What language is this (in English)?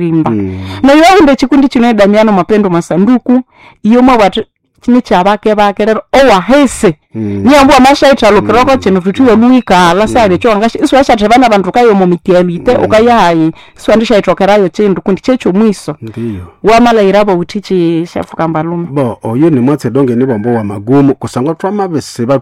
Nande